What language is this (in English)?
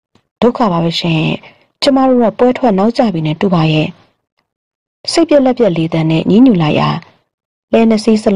Burmese